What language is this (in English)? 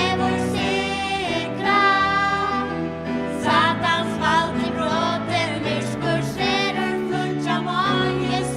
Faroese